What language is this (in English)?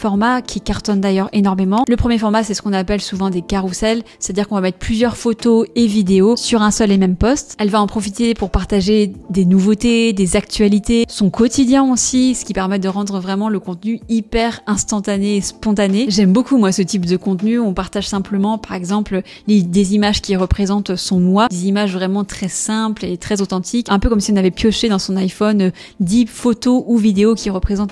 French